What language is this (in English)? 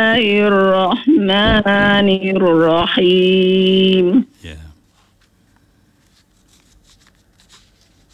Malay